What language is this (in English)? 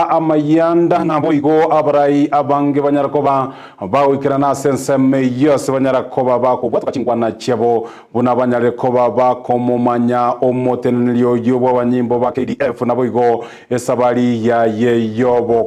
Gusii